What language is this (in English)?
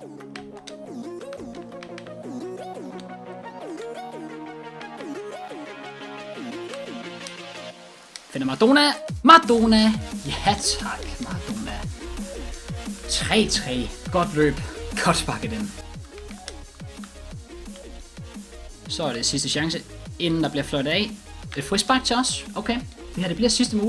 Danish